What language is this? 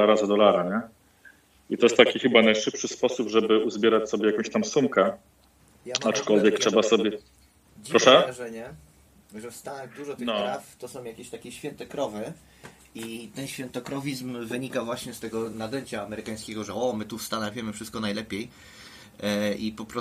Polish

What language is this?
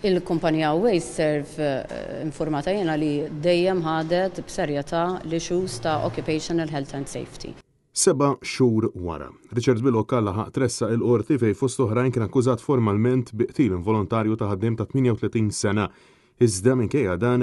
Maltese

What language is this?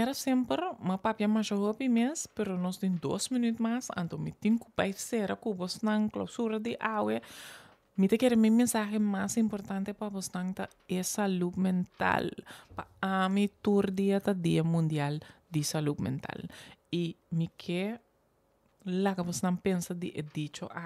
Papiamento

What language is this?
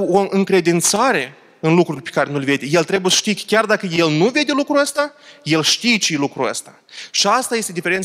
Romanian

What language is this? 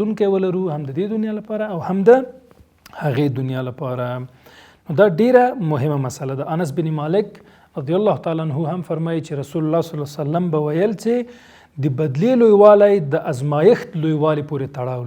Pashto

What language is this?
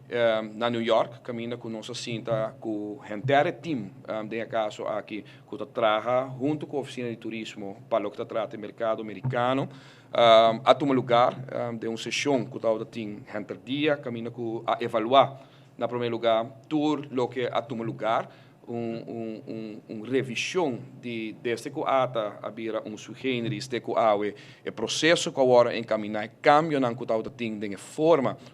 Papiamento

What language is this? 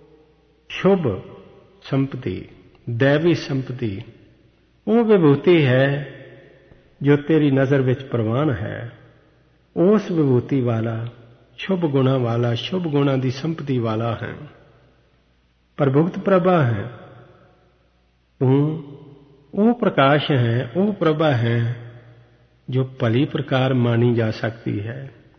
Punjabi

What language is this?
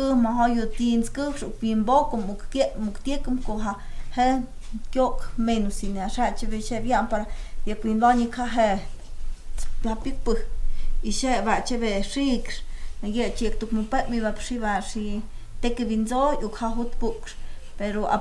Totontepec Mixe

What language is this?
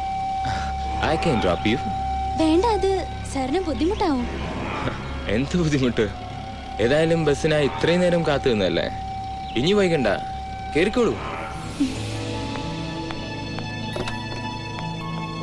Malayalam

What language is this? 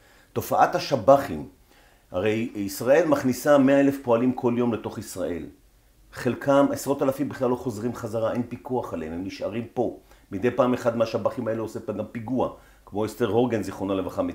Hebrew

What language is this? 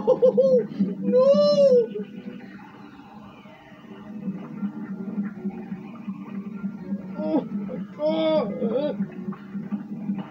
English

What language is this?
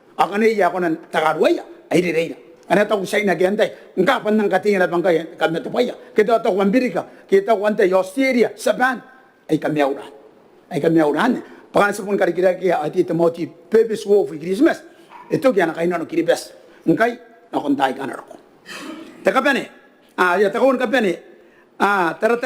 Gilbertese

